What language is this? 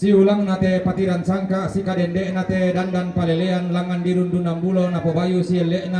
Toraja-Sa'dan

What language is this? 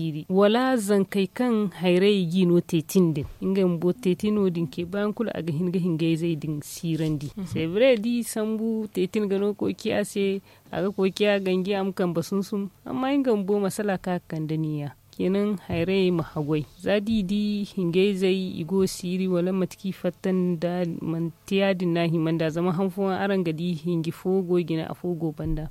Zarma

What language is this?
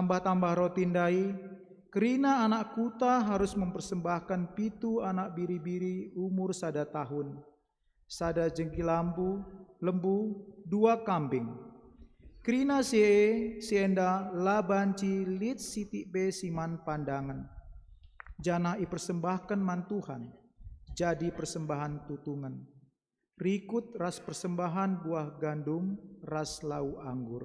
Batak Karo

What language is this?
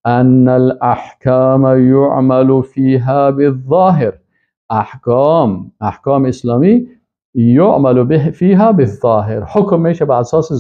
Persian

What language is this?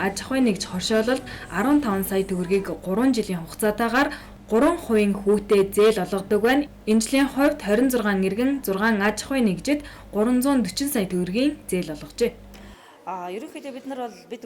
Mongolian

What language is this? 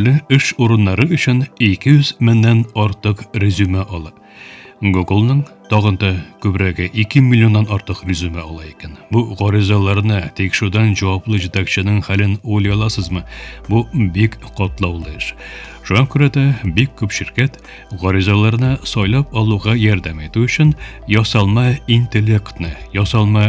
Tatar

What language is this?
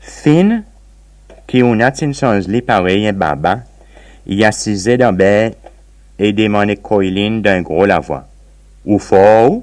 Seselwa Creole French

